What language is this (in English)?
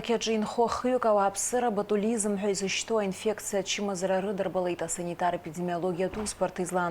Abkhazian